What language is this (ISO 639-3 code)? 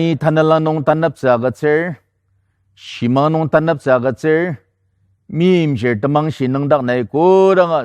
njo